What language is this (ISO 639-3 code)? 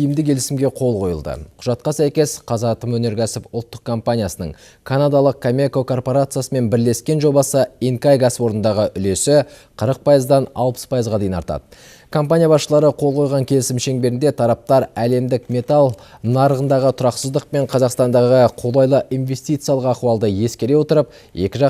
kaz